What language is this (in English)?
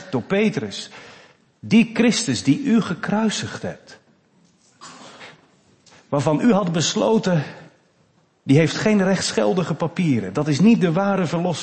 Dutch